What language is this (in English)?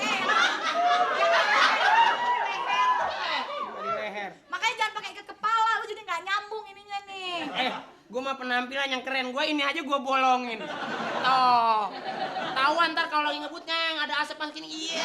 Betawi